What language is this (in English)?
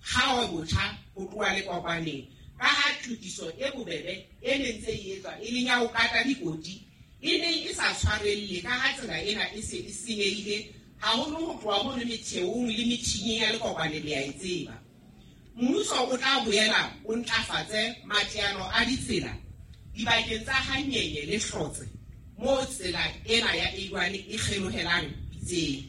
Southern Sotho